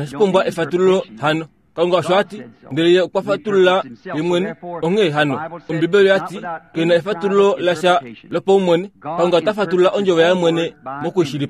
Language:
Kuanyama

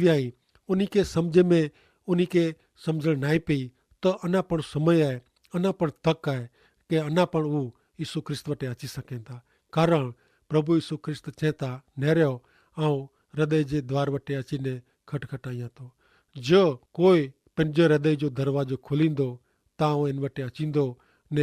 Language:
Kachhi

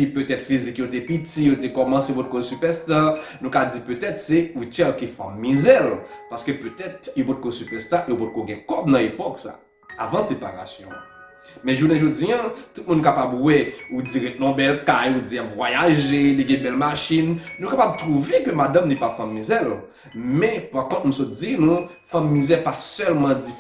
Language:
Haitian Creole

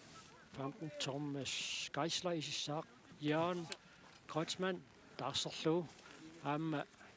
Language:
Kalaallisut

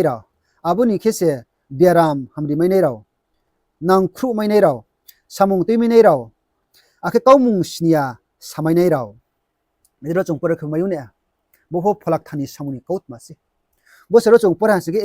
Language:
Riang (India)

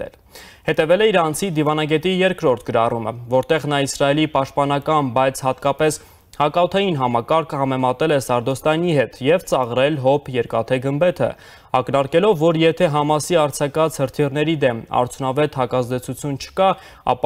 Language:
Armenian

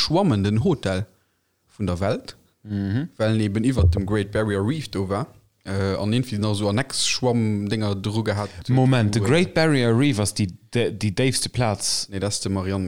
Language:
Luxembourgish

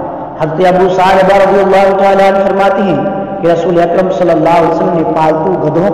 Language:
Urdu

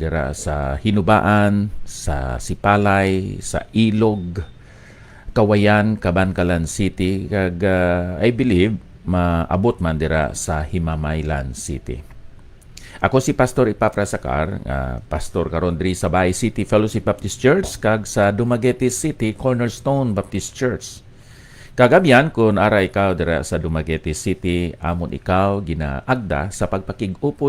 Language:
Hiligaynon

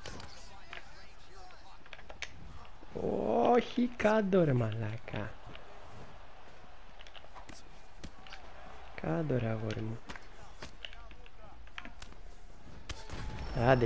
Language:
Greek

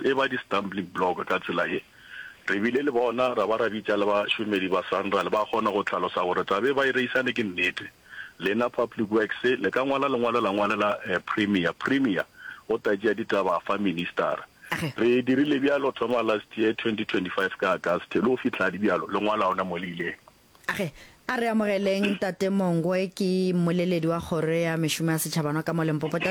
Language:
Northern Sotho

